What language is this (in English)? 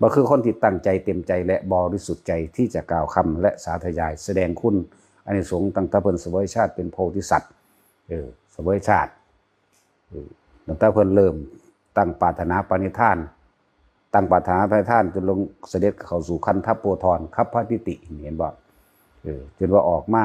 Northeastern Thai